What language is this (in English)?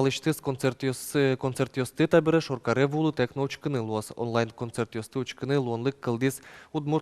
Udmurt